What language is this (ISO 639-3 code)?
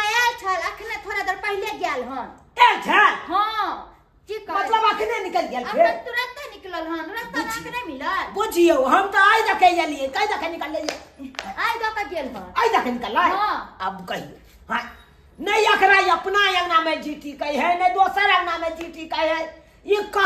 mai